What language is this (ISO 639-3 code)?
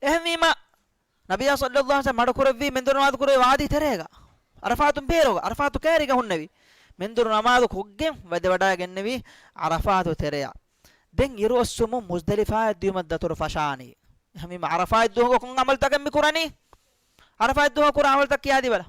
div